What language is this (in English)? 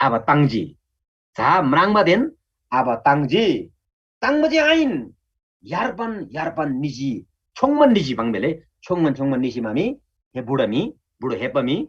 Eastern Tamang